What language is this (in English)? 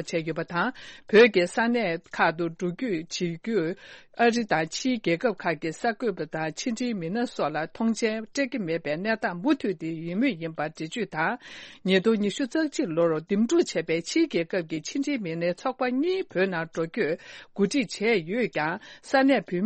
Tibetan